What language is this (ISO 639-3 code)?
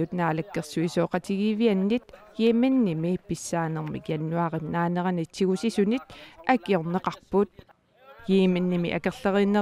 kal